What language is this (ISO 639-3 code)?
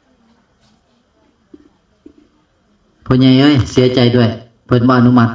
tts